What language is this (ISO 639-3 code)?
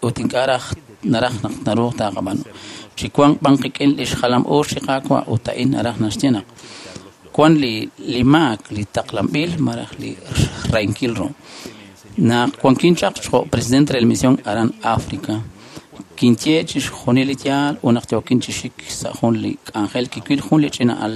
kek